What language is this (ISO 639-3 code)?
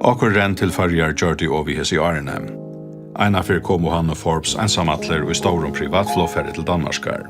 fao